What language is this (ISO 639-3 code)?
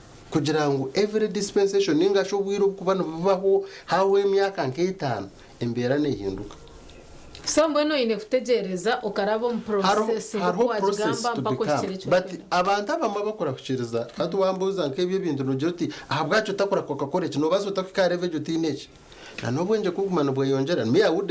nyn